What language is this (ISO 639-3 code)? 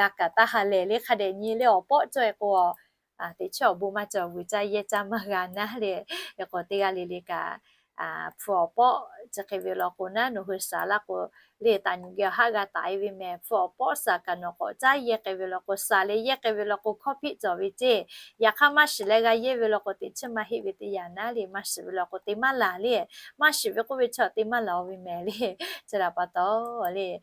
lhu